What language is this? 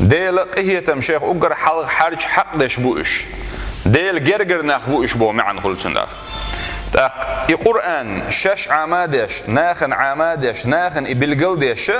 Chechen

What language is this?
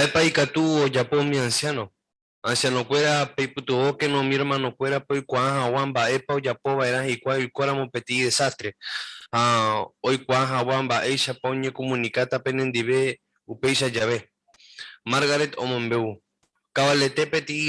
Guarani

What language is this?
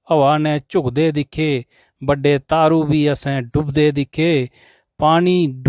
Dogri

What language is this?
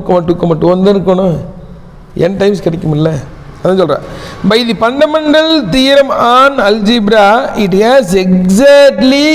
Tamil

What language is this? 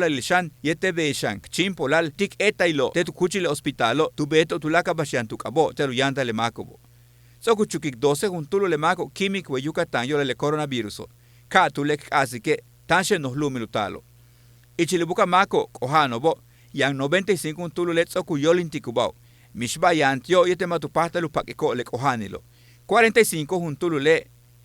Yucateco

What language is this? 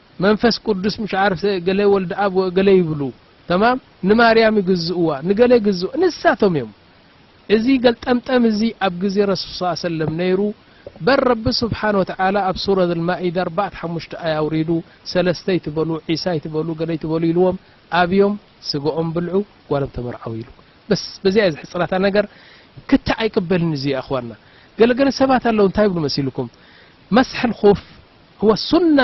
Tigrinya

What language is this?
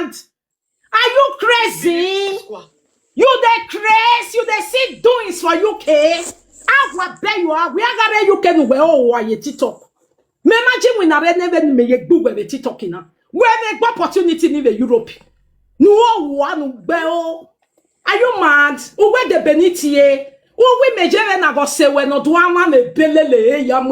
Nigerian Pidgin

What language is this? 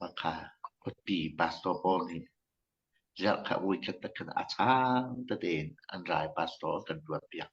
Hakha Chin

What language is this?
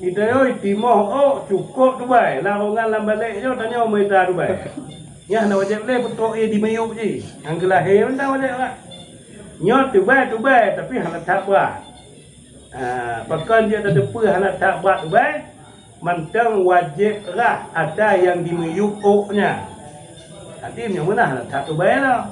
Achinese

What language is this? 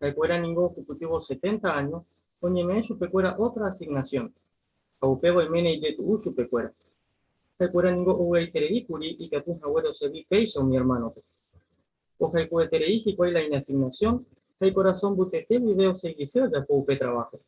Guarani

